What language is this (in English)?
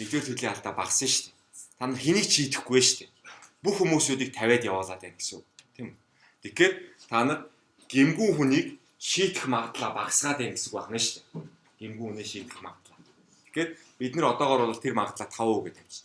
Mongolian